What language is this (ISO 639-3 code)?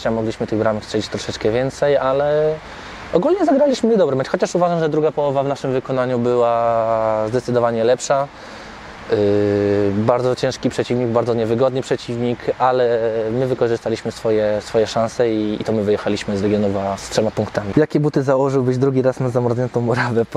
pol